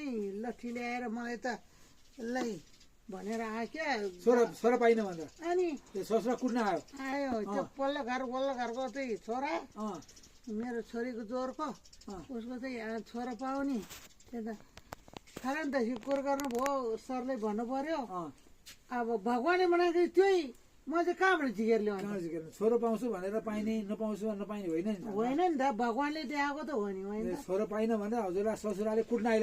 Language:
Nepali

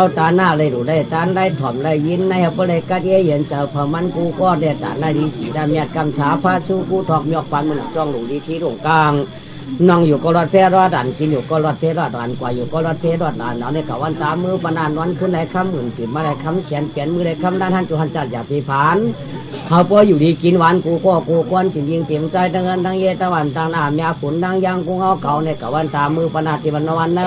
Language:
Shan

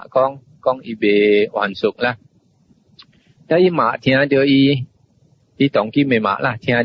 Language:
Min Nan Chinese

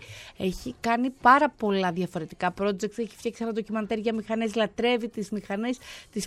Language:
Greek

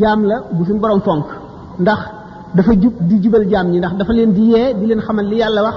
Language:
Wolof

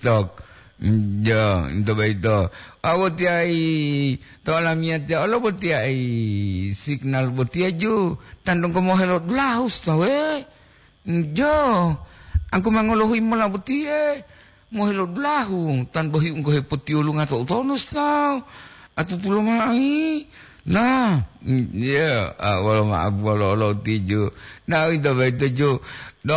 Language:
Gorontalo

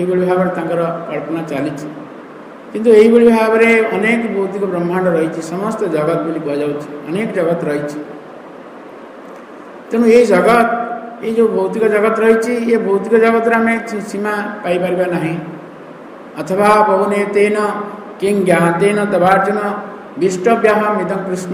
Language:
Odia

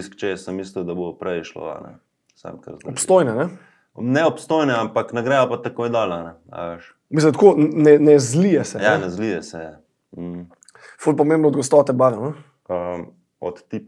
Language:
Slovenian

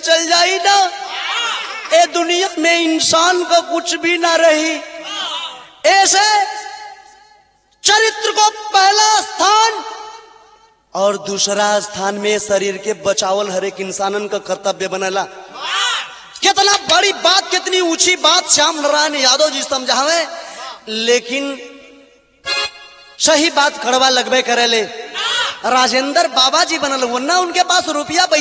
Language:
Bhojpuri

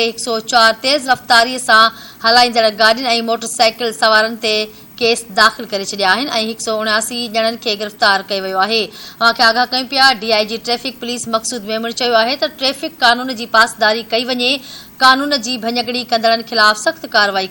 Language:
Sindhi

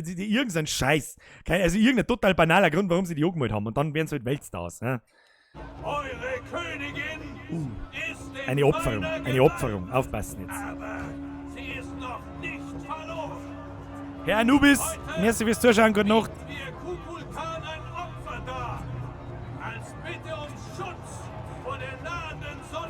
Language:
Bavarian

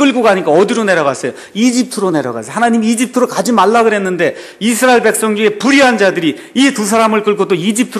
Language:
Korean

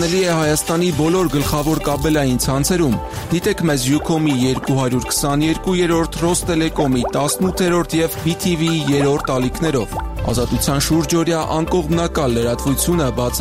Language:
Armenian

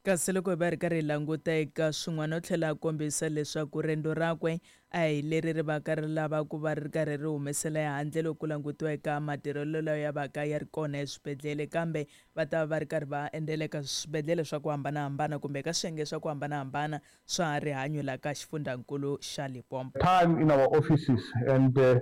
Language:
Tsonga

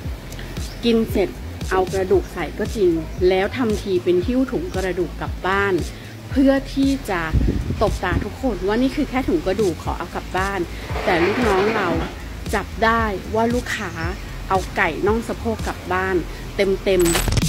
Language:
Thai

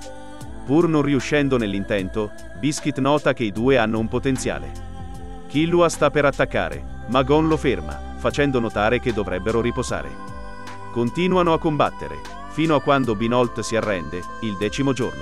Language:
Italian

